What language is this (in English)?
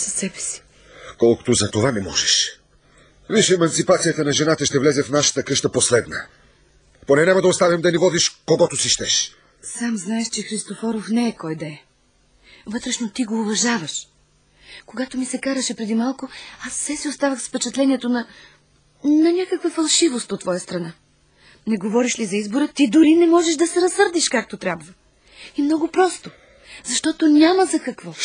Bulgarian